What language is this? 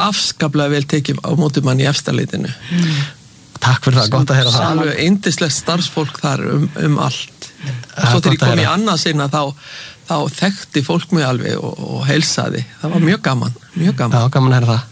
Icelandic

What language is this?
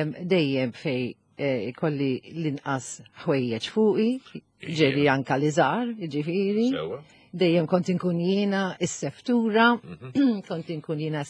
Maltese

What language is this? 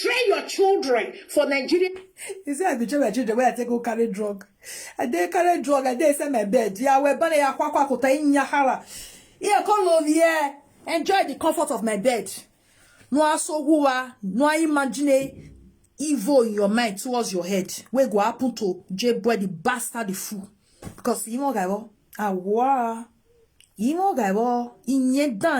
Nigerian Pidgin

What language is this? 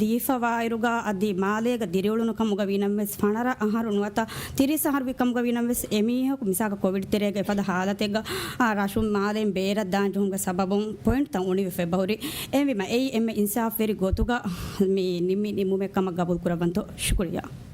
Divehi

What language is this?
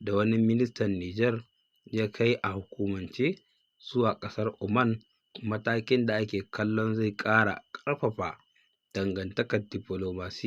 Hausa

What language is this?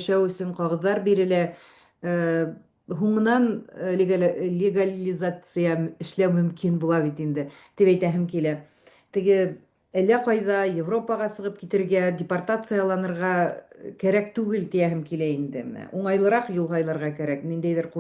Bashkir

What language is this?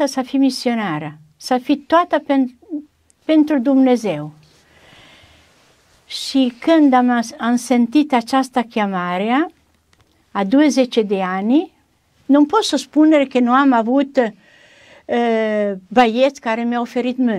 Romanian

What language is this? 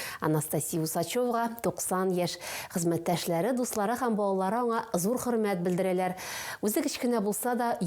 Tatar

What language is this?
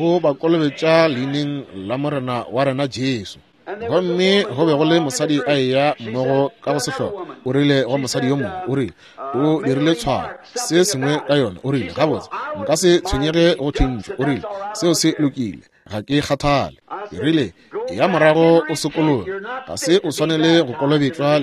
Northern Sotho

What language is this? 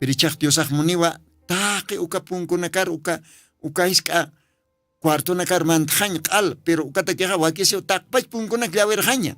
Aymara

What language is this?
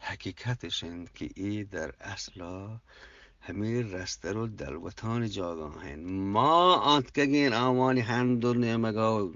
Eastern Balochi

